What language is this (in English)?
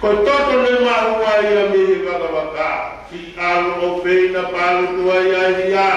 Tongan